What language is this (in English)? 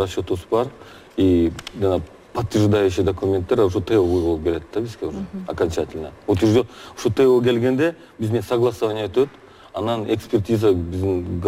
Kyrgyz